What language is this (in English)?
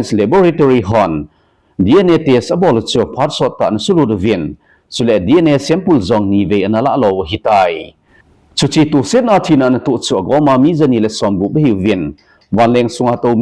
Thado Chin